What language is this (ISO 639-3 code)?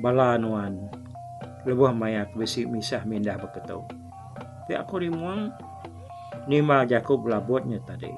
iba